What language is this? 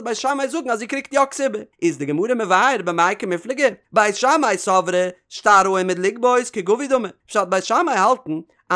Yiddish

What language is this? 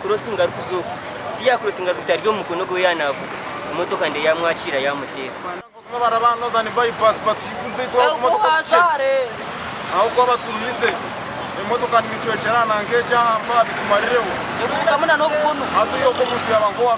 Nyankole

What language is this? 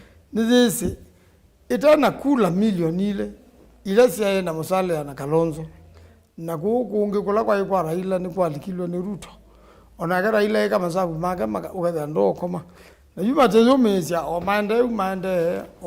Kamba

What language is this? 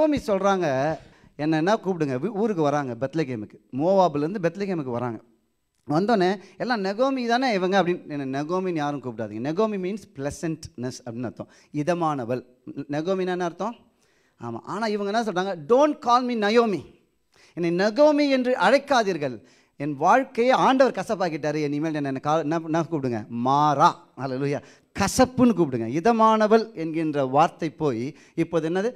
Tamil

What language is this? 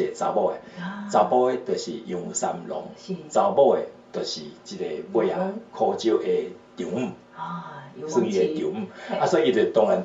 Min Nan Chinese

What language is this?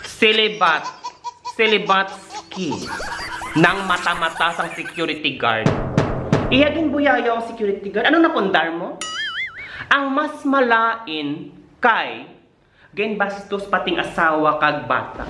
Hiligaynon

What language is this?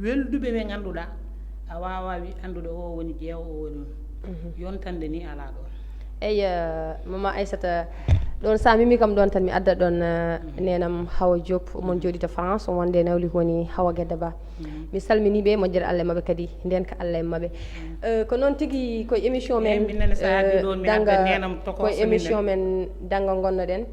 Fula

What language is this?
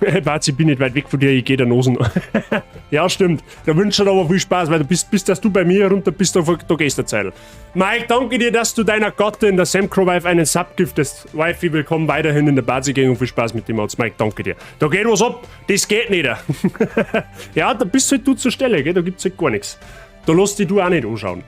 Bavarian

